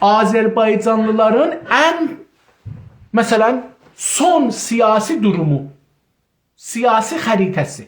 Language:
South Azerbaijani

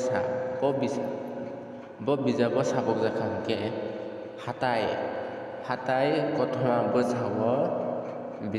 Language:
Kok Borok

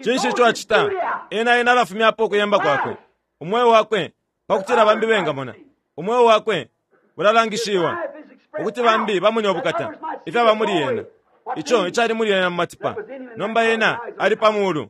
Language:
Bemba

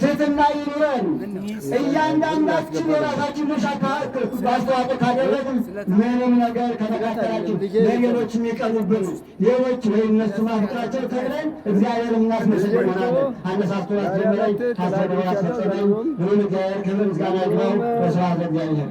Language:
Amharic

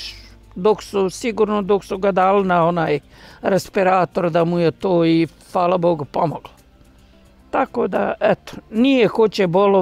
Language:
Bosnian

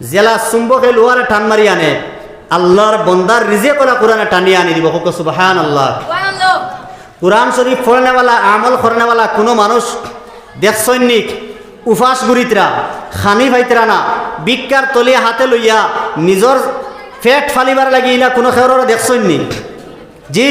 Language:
Sylheti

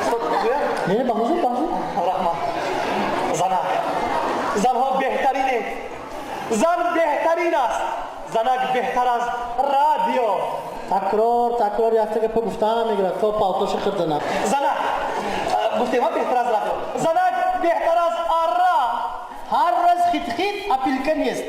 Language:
Tajik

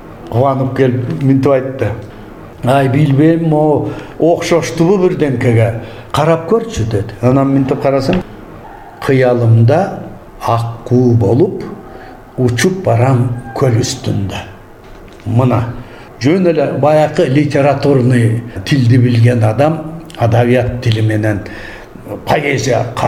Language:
Kyrgyz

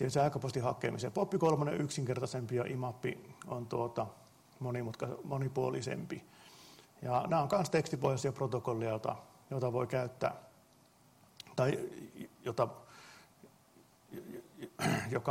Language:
Finnish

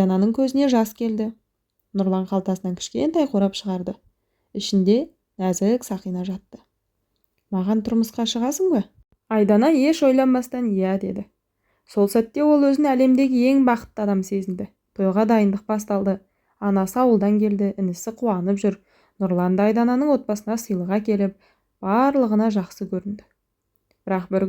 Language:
Kazakh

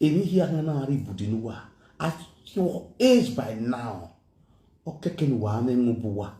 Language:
Nigerian Pidgin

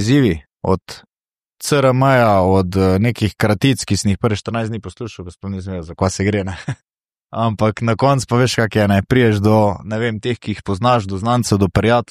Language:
Slovenian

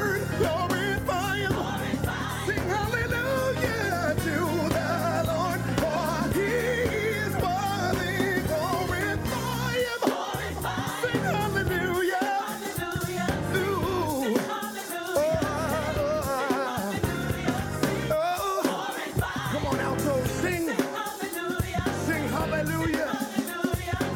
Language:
English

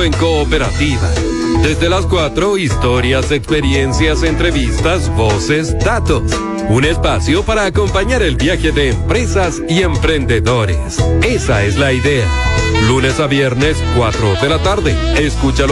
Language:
Spanish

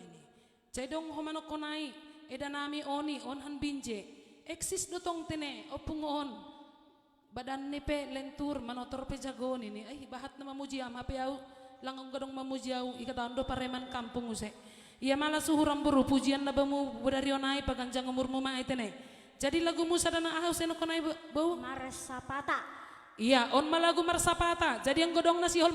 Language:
Batak Simalungun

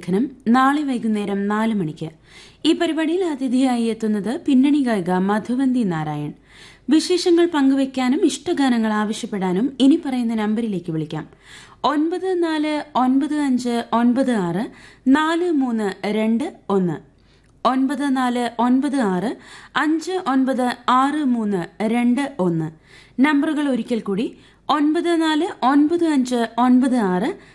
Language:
Malayalam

